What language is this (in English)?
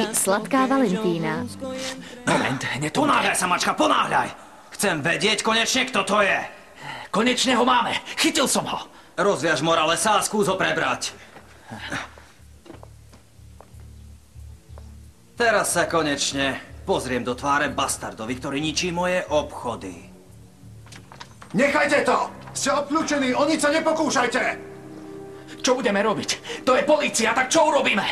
Slovak